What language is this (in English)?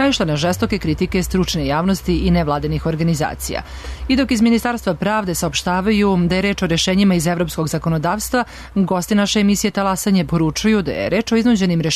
Serbian